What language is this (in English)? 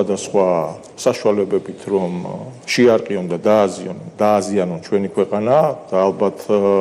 Georgian